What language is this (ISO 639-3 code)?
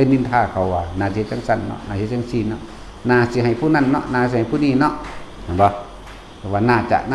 tts